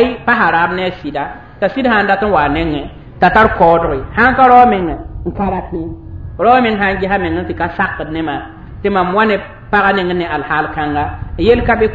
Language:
Mossi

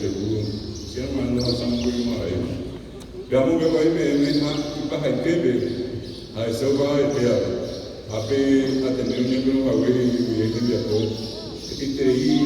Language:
Guarani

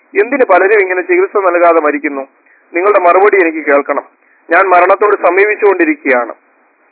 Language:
Malayalam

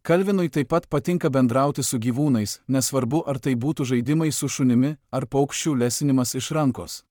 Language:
Lithuanian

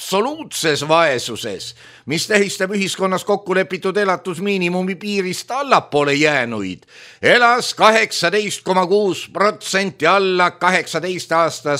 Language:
Estonian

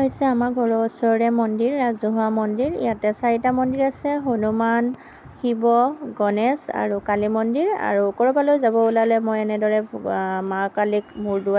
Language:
Assamese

